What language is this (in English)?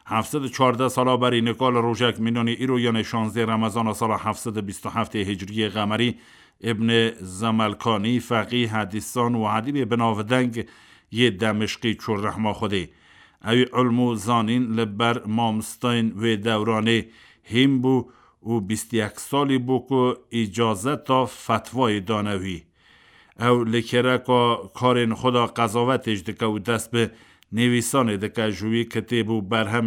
Kurdish